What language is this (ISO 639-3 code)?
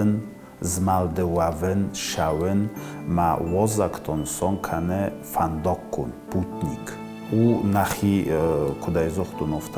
oss